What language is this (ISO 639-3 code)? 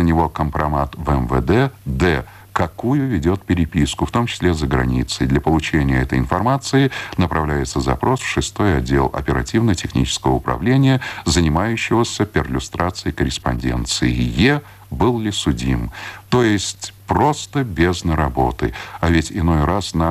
rus